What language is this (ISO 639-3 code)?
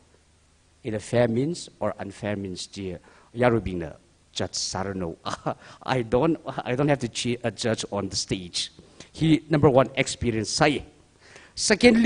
nmf